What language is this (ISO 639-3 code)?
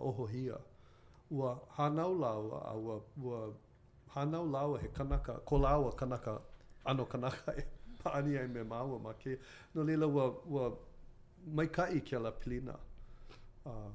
haw